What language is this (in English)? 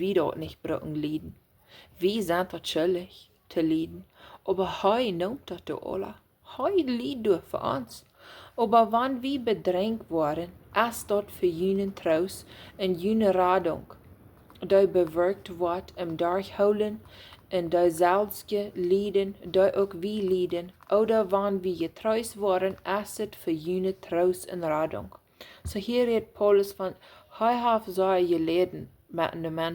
Plautdietsch